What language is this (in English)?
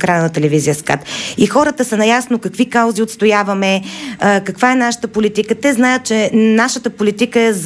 Bulgarian